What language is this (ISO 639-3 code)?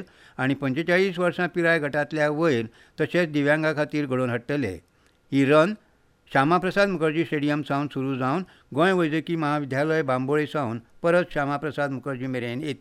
kok